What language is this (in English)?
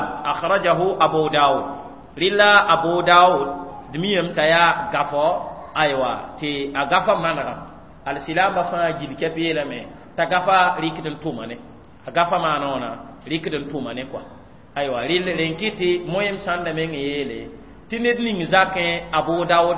Mossi